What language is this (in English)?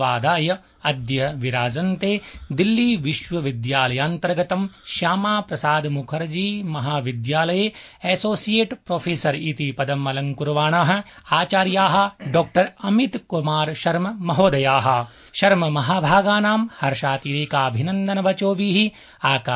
Sanskrit